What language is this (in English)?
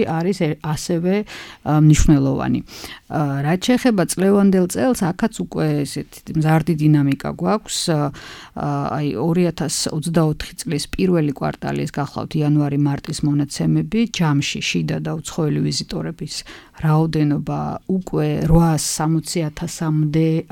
Georgian